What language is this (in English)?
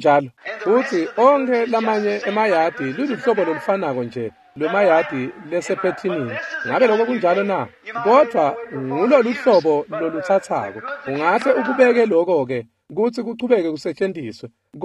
Swati